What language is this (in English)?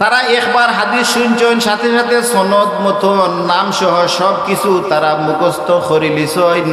Sylheti